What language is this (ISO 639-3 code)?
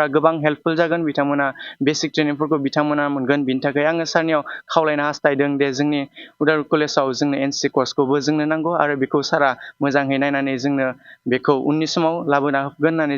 brx